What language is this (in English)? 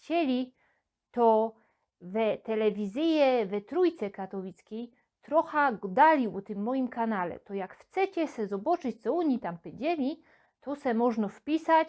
Silesian